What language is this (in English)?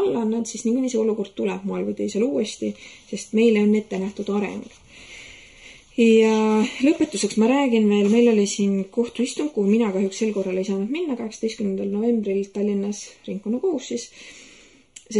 Estonian